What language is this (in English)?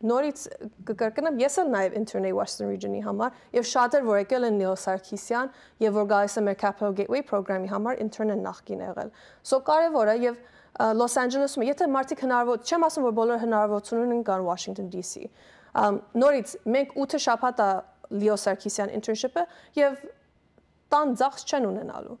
Western Armenian